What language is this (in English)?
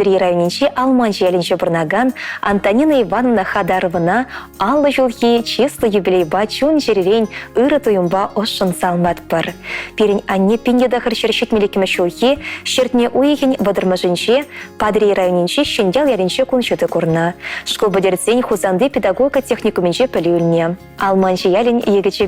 Chuvash